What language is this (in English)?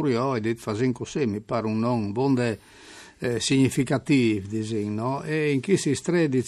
Friulian